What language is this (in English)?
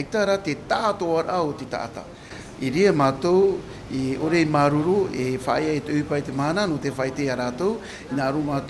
Tahitian